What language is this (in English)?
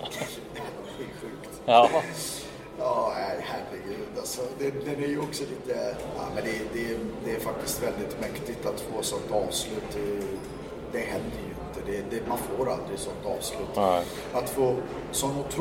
Swedish